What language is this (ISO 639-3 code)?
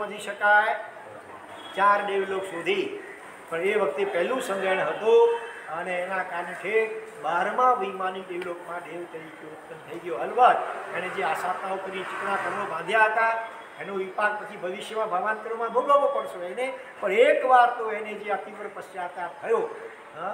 guj